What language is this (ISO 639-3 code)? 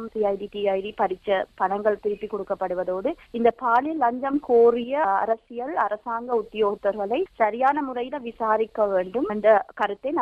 tam